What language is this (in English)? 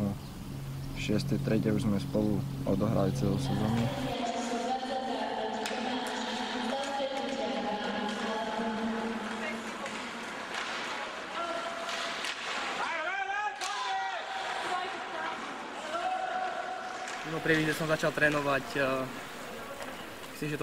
Slovak